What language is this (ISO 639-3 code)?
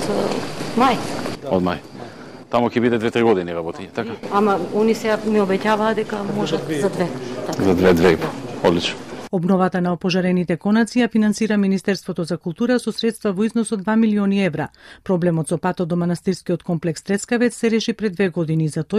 mkd